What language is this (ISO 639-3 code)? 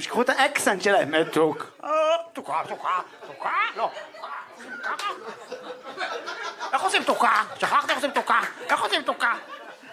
heb